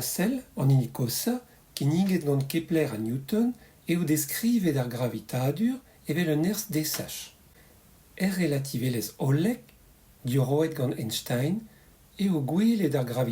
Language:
Breton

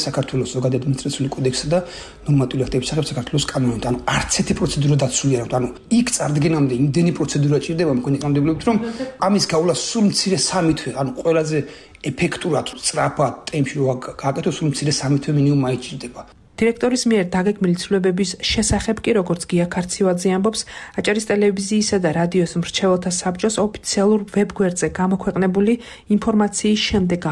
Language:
Georgian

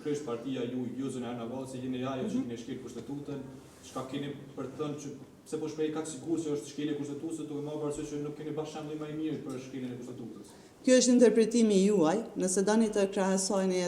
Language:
Albanian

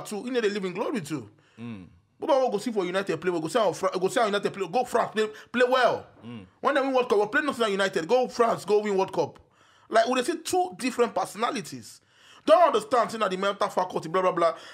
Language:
Nigerian Pidgin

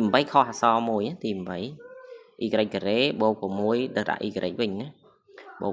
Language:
Khmer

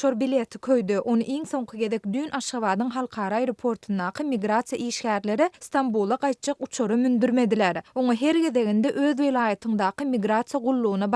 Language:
Turkmen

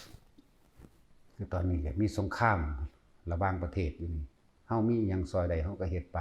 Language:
Northeastern Thai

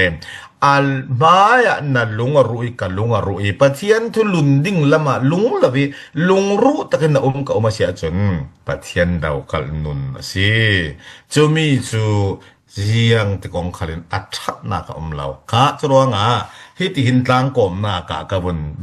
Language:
Falam Chin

